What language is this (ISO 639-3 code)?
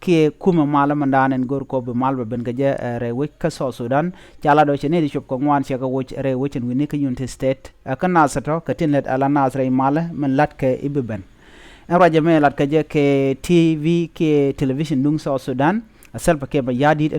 nus